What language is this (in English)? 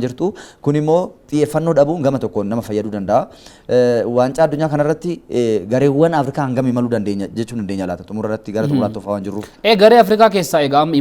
Oromo